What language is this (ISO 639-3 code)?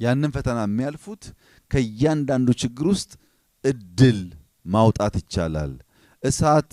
amh